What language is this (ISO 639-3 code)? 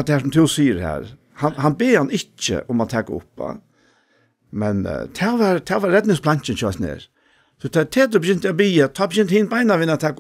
fao